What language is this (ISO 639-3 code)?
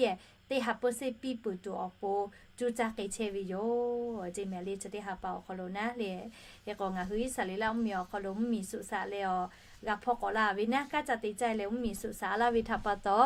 lhu